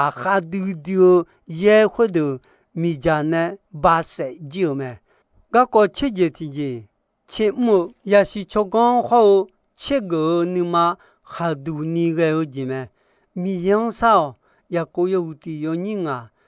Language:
Akha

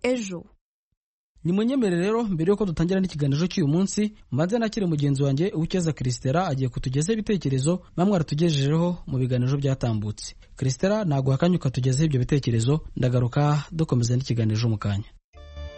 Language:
Kinyarwanda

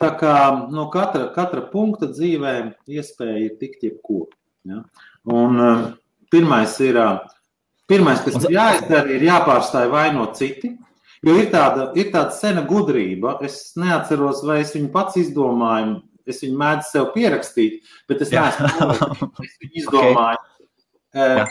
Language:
Latvian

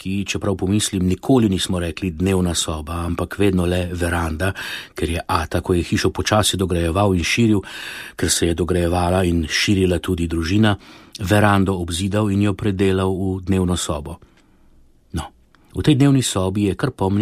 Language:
Slovenian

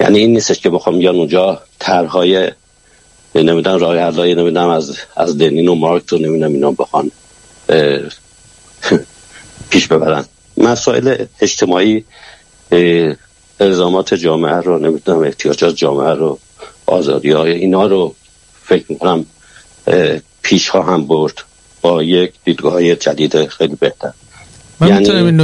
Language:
Persian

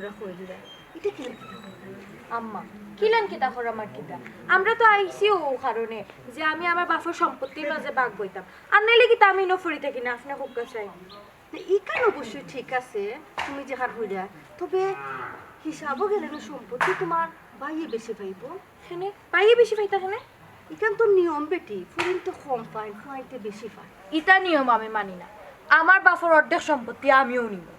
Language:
Sylheti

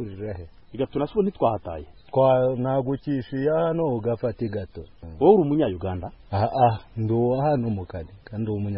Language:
Kinyarwanda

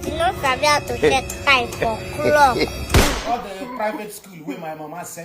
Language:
Nigerian Pidgin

